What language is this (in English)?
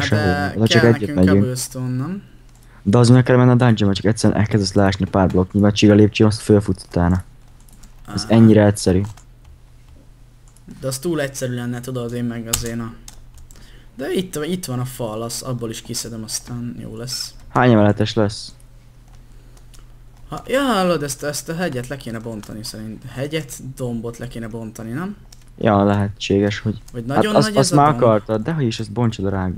Hungarian